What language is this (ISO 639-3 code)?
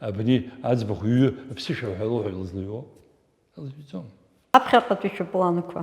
abk